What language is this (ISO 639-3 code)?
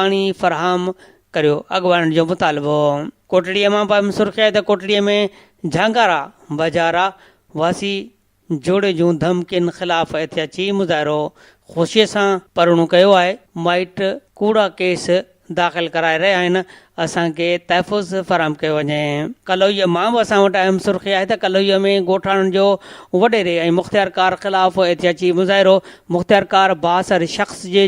snd